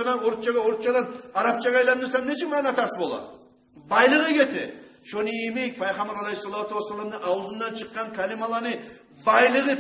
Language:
Kumyk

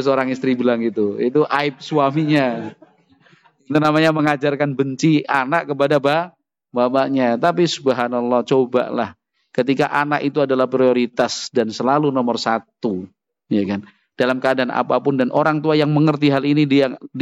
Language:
Indonesian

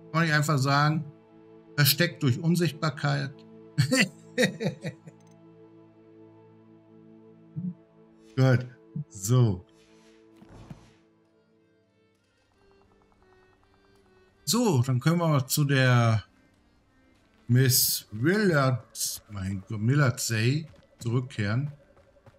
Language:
German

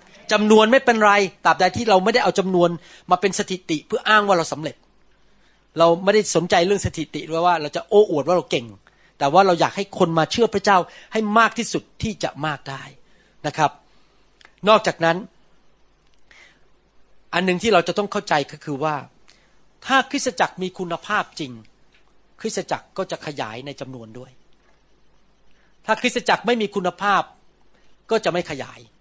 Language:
Thai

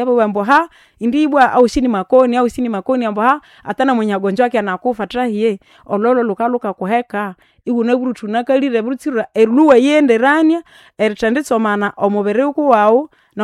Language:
Nande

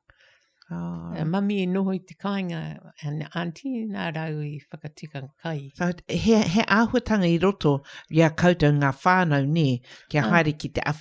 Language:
Māori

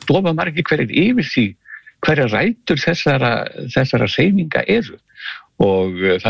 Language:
Icelandic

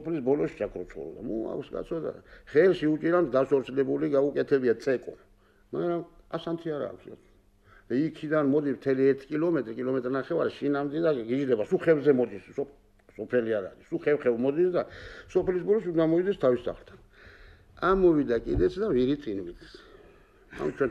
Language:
Georgian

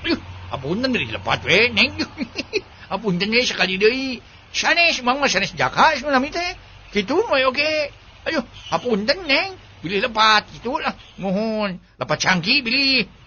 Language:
Sundanese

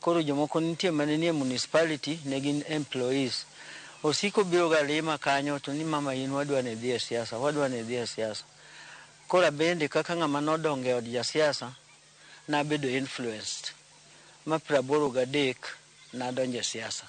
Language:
Luo (Kenya and Tanzania)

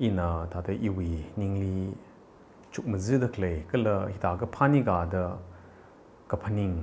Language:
Tangkhul Naga (India)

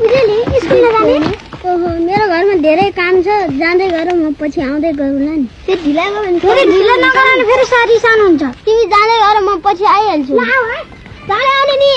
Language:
Nepali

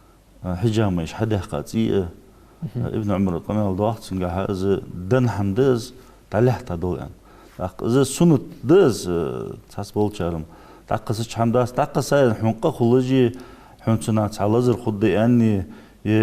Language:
Ingush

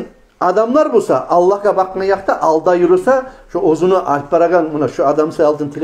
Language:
Kumyk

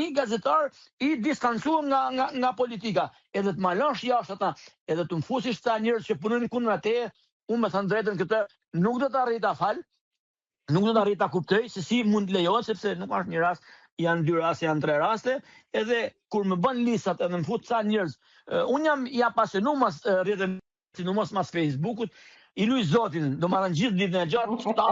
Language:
Albanian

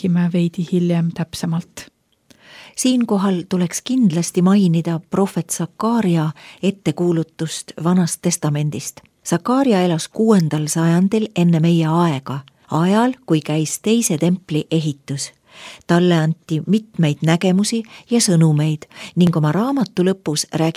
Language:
Estonian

